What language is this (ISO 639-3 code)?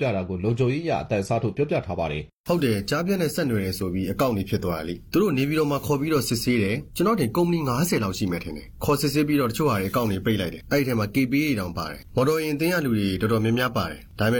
mya